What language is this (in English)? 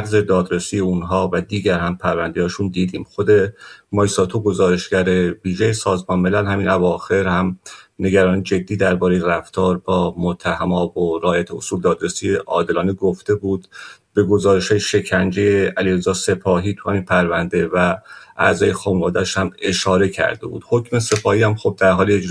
Persian